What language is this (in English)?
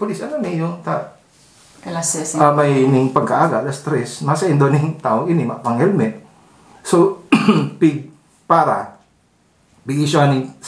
Bikol